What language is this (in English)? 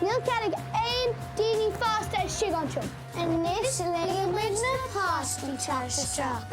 Irish